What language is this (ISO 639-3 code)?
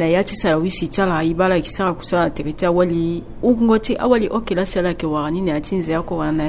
sag